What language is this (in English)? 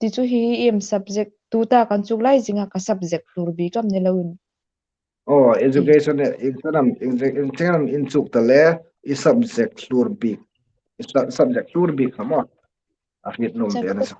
Hmar